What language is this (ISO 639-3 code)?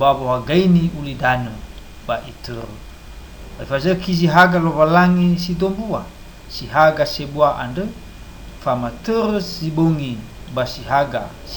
nia